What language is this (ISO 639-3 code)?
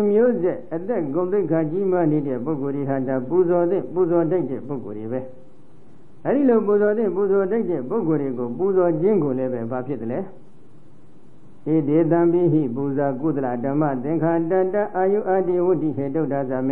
mya